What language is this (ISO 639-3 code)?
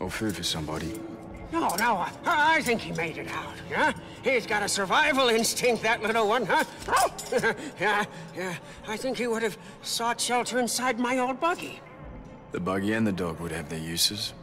bar